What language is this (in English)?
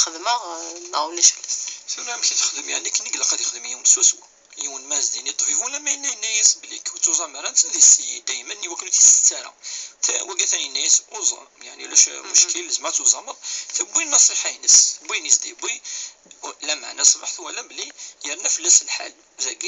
Kabyle